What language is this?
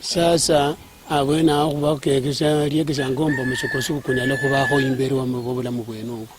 Luyia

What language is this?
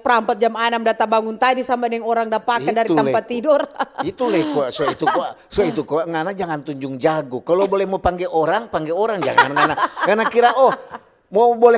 Manado Malay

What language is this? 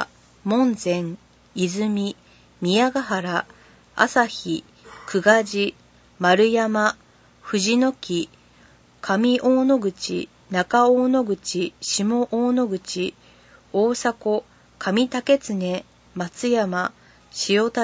Japanese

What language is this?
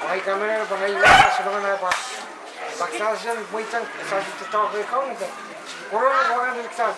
Pohnpeian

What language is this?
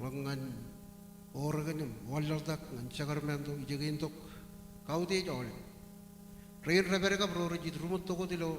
Marshallese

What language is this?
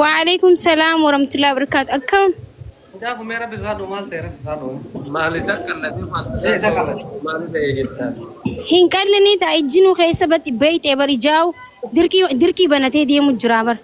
Oromo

